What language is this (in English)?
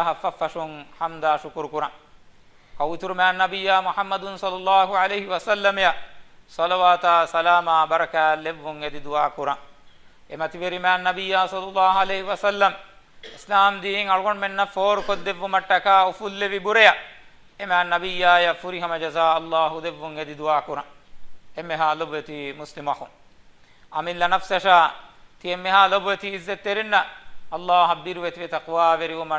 Divehi